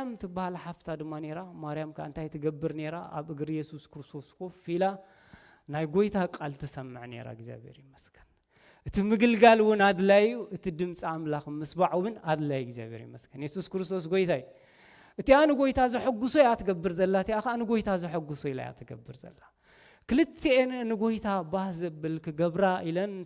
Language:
Tigrinya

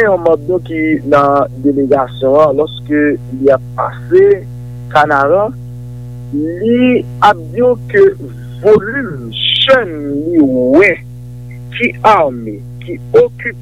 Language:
Haitian Creole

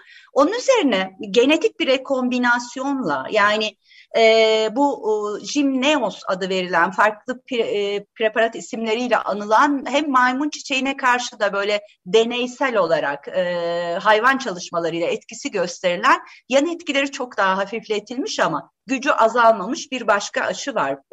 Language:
Turkish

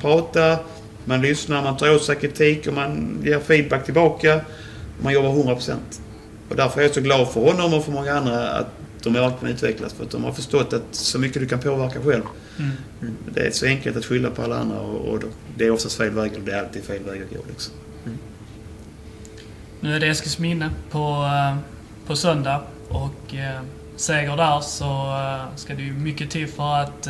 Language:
Swedish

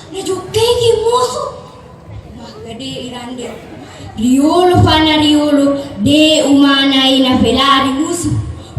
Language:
Buginese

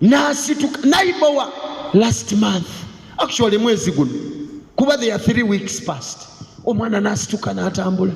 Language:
Ganda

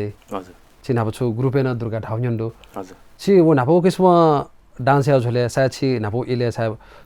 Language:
Newari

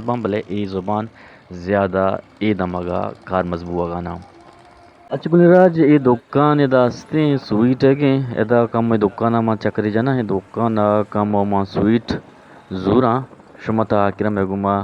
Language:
Eastern Balochi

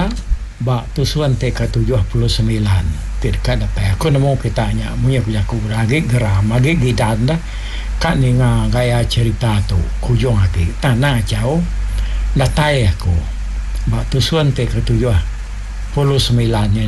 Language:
Iban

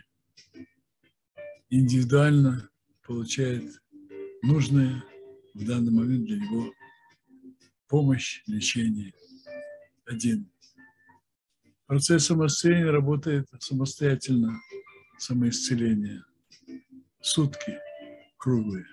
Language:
Russian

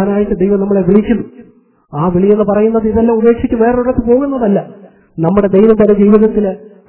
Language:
Malayalam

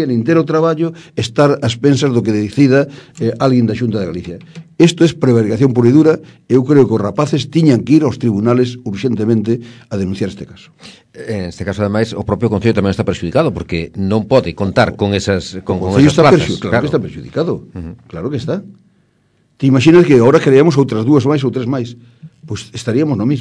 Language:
Galician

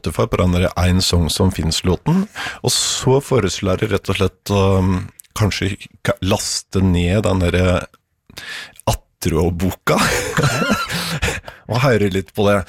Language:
Norwegian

